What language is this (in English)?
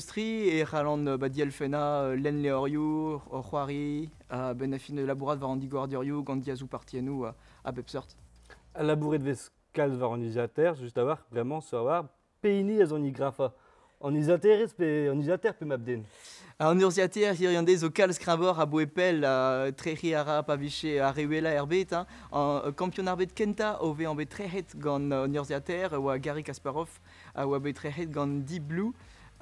Breton